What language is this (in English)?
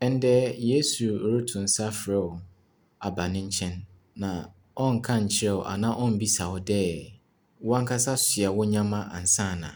Akan